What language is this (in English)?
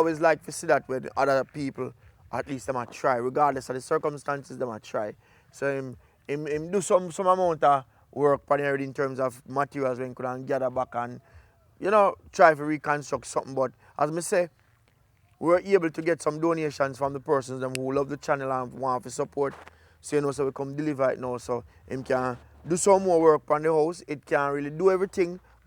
Jamaican Creole English